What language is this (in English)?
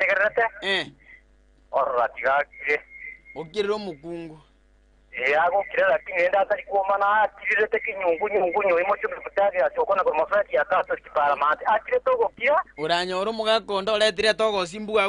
Gusii